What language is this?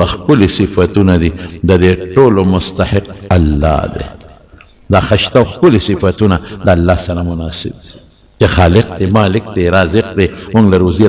Pashto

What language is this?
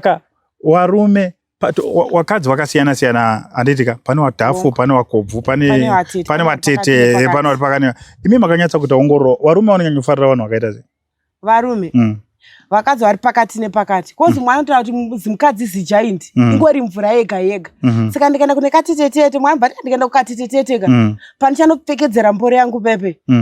Shona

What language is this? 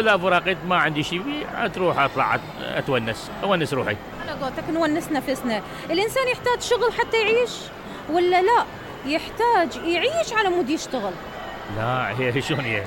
Mesopotamian Arabic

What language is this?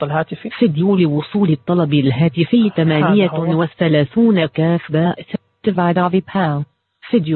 Najdi Arabic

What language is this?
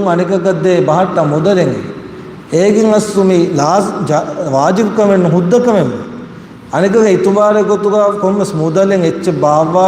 Divehi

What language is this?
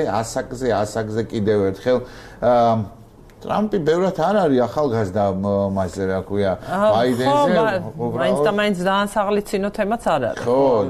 Georgian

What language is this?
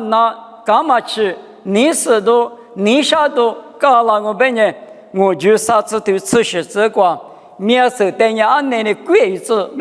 Lisu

